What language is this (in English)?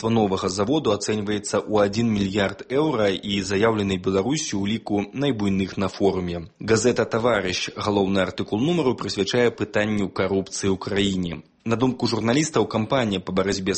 Belarusian